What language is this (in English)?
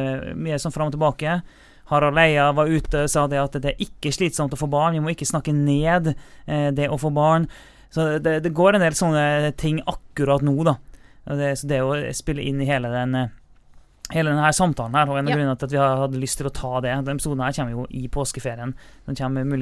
Norwegian